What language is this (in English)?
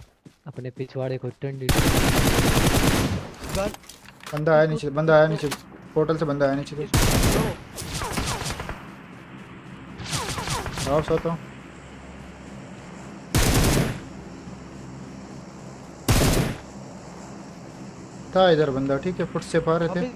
Hindi